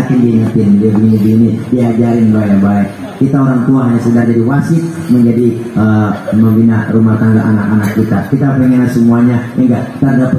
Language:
Betawi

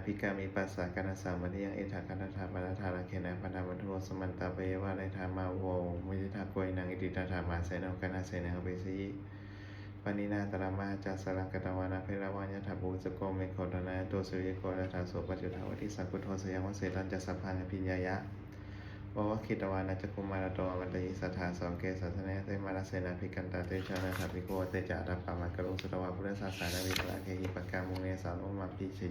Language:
Pali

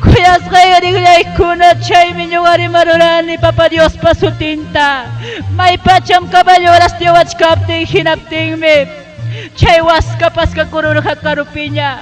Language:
Ayacucho Quechua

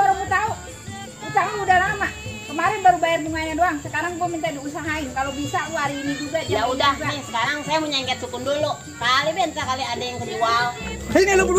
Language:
Betawi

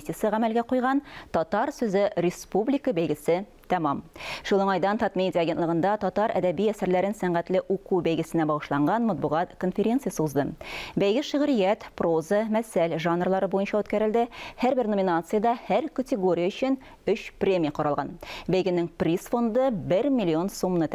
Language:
Tatar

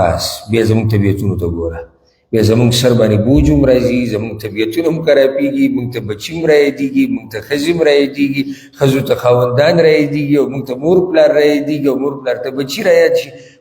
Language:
Pashto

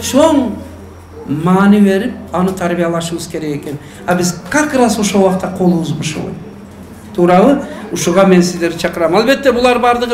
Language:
Kyrgyz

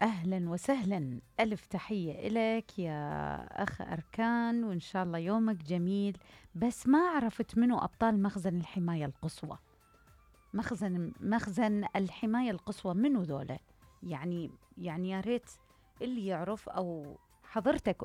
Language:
Mesopotamian Arabic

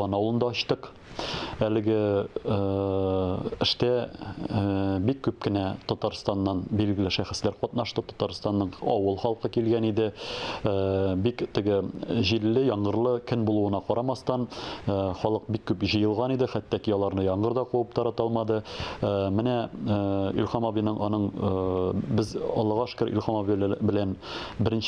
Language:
Tatar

